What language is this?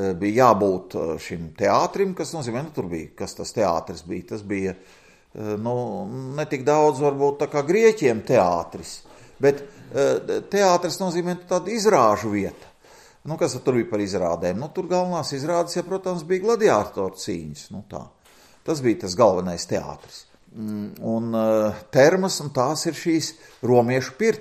Latvian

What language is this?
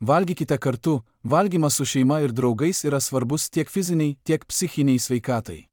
Lithuanian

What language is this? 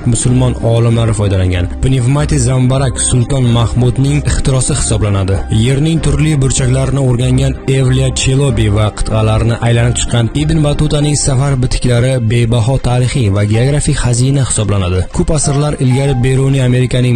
Uzbek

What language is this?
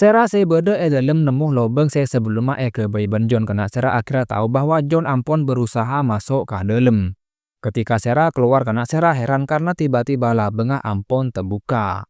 Madurese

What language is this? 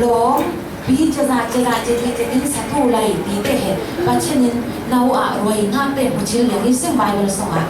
Falam Chin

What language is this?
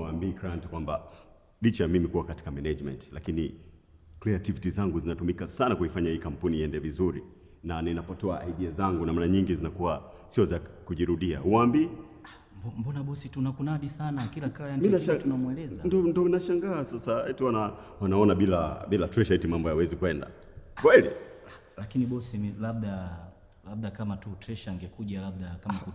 Swahili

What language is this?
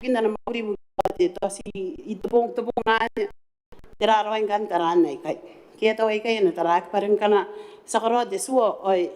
Gilbertese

